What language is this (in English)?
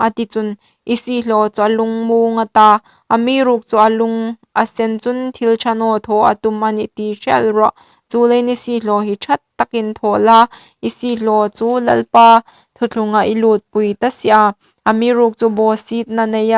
Hmar